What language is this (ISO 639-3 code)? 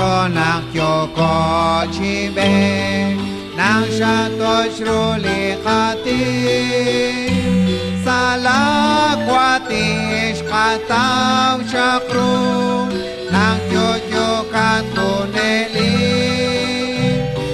kek